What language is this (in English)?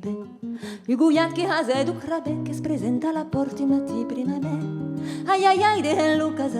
Occitan